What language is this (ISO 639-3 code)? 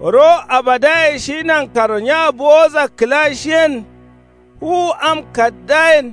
kau